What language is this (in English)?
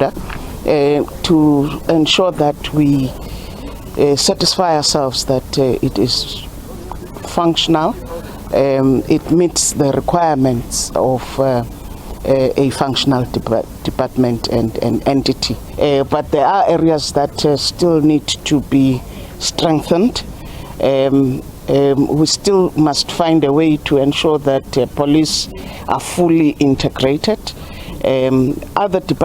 Venda